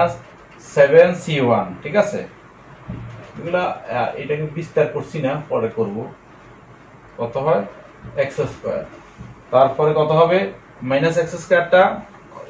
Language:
Bangla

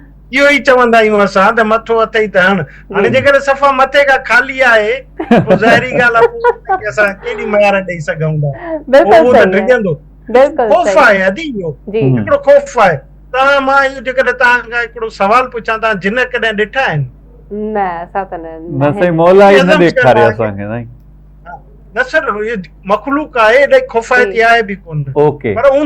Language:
Sindhi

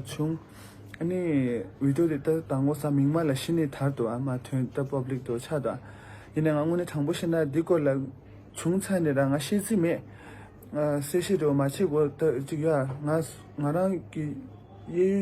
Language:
Tibetan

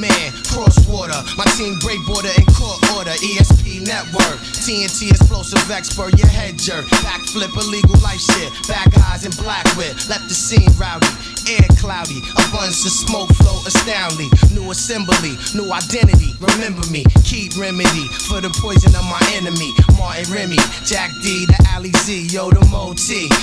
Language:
English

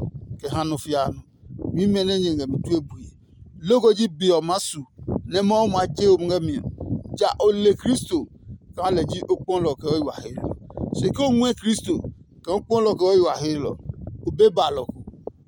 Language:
Adangme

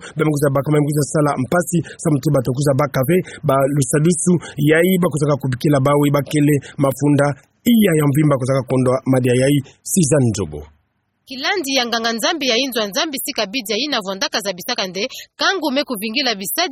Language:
Kituba (Democratic Republic of Congo)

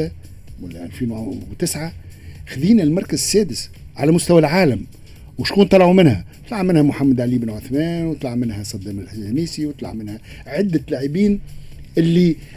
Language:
Tunisian Arabic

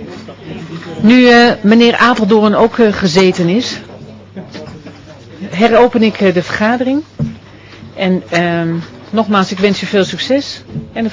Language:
Dutch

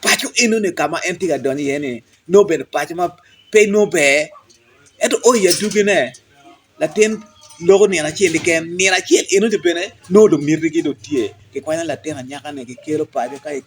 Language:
Acoli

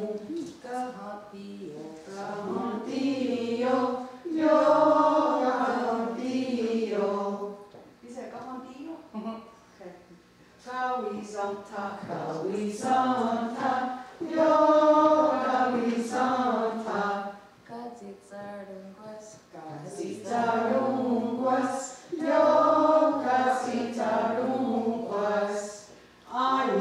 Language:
Mohawk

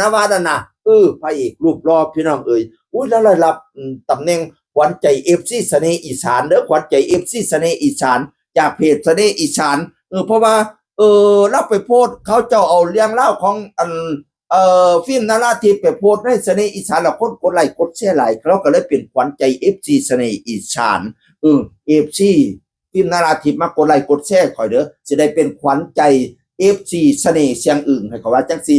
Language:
Northeastern Thai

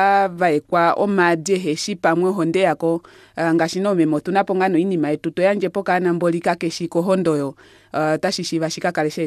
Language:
Kuanyama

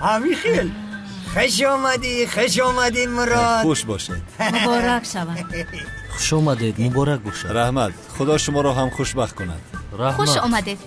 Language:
Tajik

